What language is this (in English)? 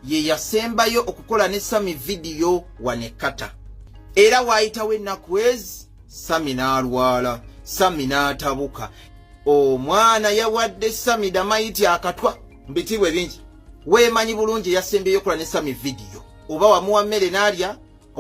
Ganda